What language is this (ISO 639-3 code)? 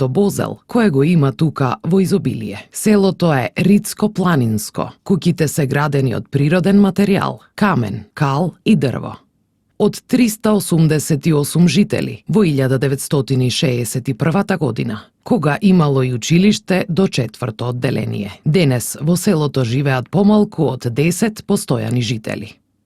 mkd